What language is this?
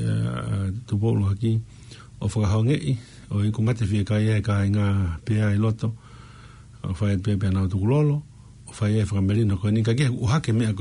Tongan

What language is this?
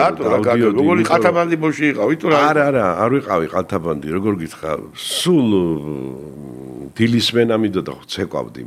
Georgian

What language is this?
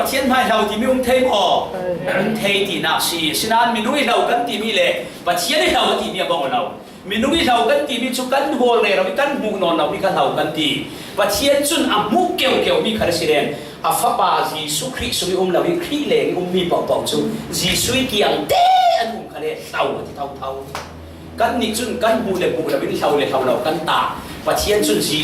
Falam Chin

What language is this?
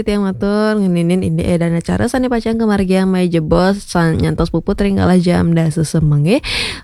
Balinese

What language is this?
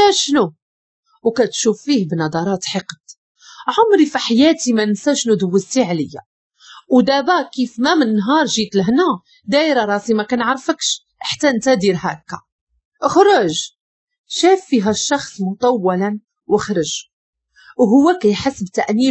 Moroccan Arabic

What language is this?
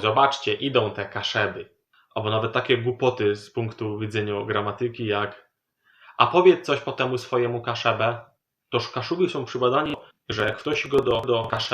Silesian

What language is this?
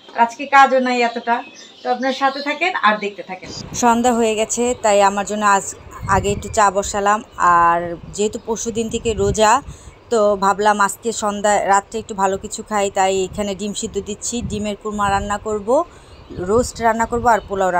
Bangla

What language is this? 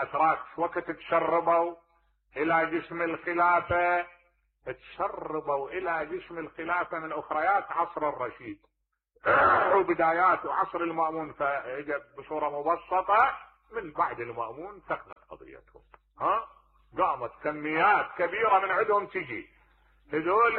Mesopotamian Arabic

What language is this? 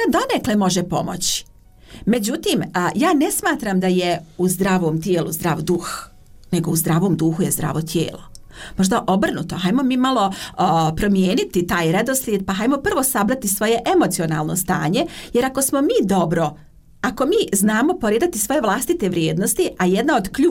Croatian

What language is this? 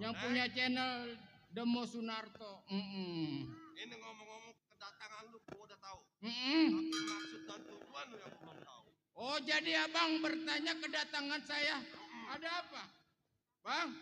Betawi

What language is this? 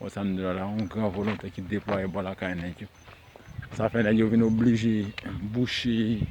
Haitian Creole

